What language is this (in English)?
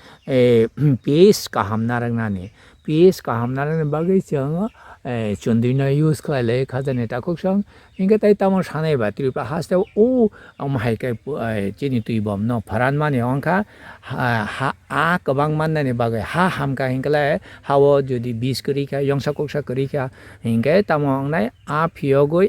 Kok Borok